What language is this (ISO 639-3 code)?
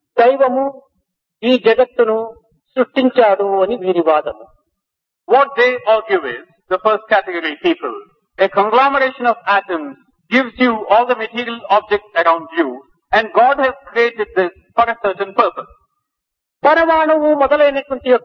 tel